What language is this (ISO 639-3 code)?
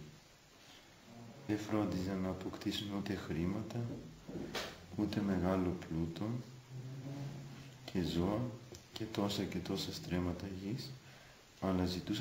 ell